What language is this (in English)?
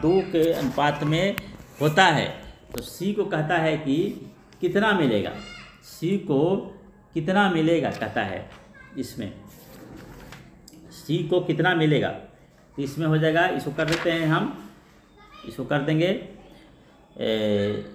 Hindi